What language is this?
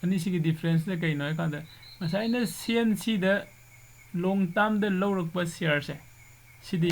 Manipuri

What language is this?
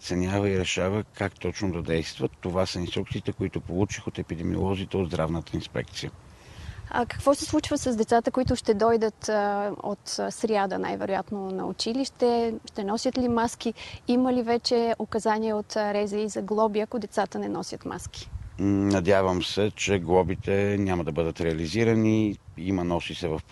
Bulgarian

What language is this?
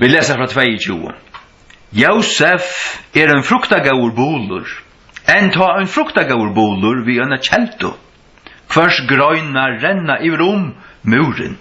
Faroese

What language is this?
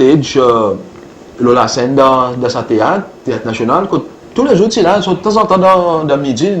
Seselwa Creole French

